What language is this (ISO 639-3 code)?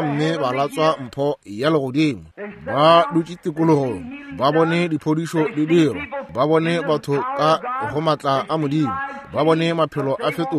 nso